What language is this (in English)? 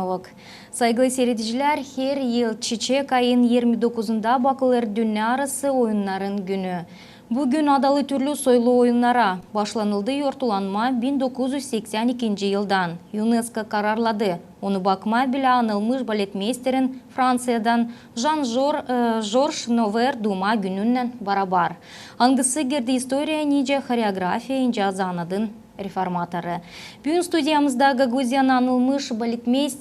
Gagauz